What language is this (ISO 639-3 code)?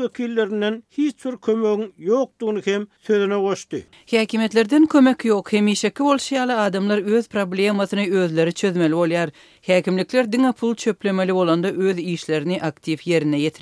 tuk